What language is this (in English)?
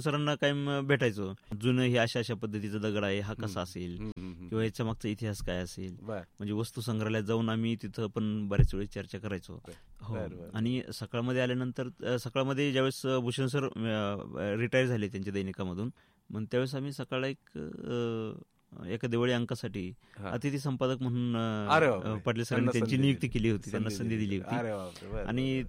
Marathi